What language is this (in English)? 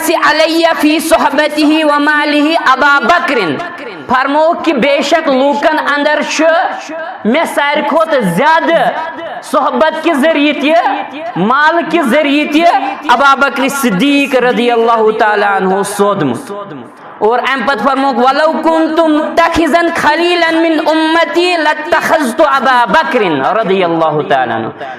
Kashmiri